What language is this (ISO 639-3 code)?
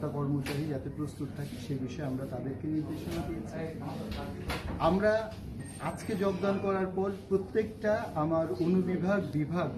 ben